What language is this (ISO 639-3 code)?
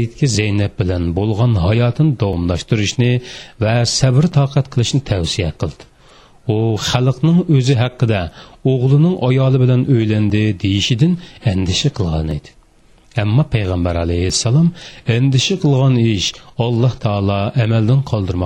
uig